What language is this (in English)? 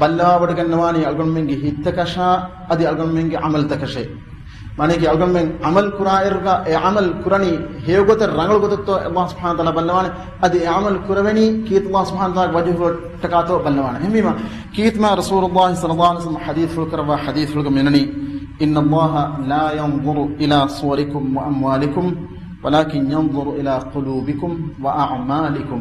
Divehi